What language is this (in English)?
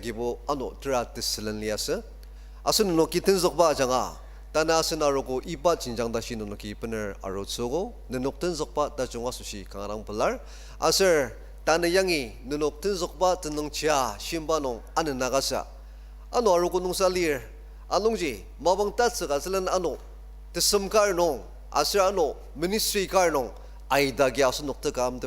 Ao Naga